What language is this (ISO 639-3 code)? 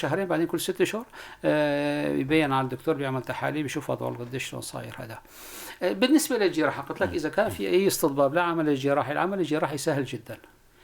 apc